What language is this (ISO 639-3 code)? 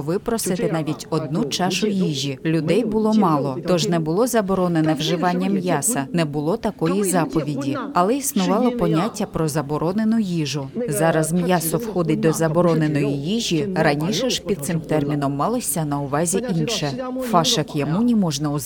ukr